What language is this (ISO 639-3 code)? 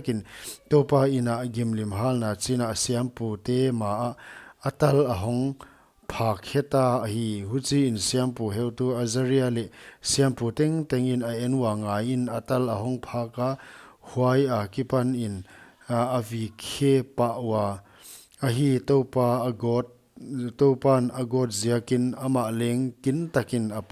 pck